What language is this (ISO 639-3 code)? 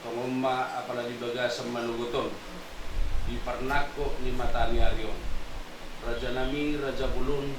bbc